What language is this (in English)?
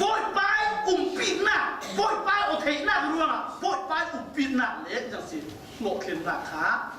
Falam Chin